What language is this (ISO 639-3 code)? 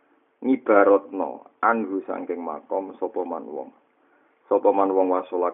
jav